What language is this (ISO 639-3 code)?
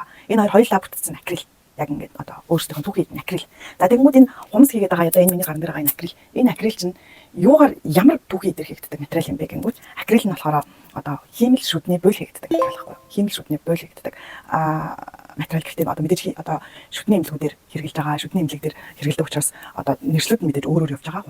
mon